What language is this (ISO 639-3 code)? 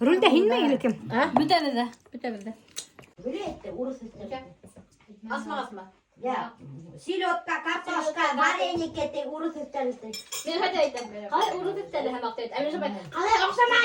bak